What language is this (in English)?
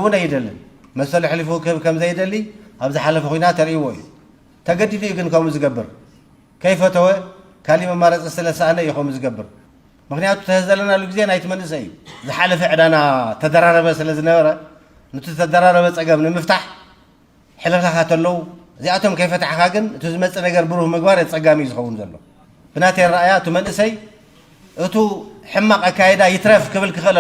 Tigrinya